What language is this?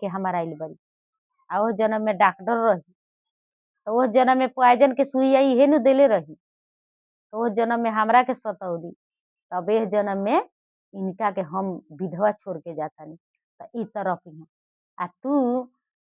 Bhojpuri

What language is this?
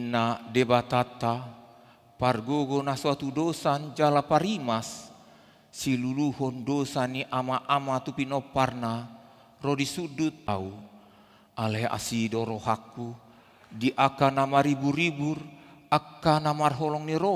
Batak Toba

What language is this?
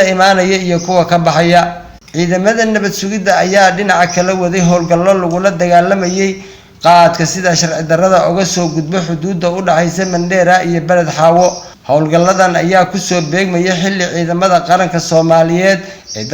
Somali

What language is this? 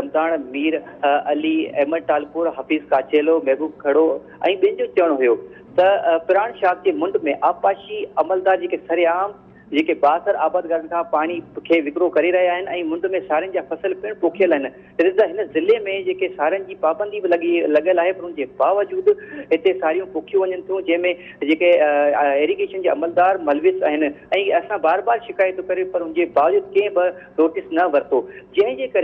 Sindhi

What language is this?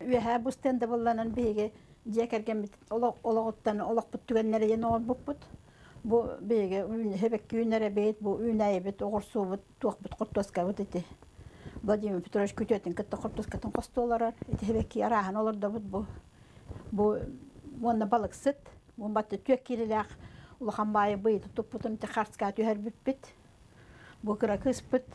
Yakut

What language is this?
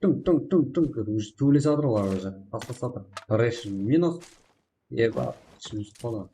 Kara-Kalpak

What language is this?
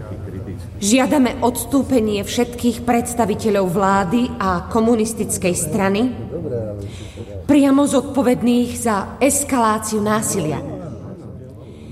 Slovak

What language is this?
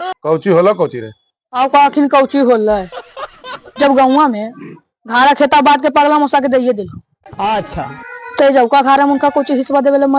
Magahi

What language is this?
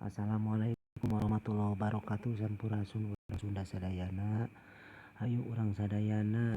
Sundanese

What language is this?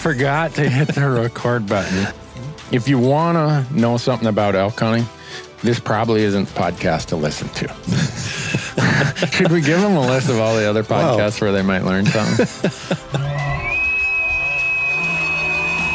English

